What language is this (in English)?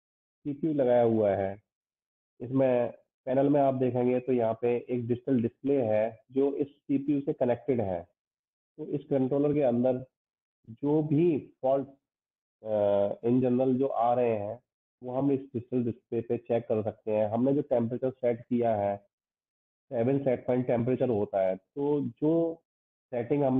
Hindi